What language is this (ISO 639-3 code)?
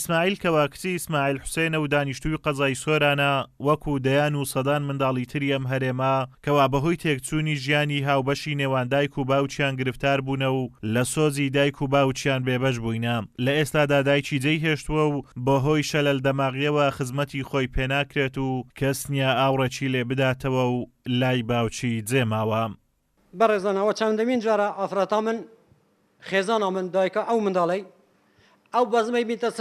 ckb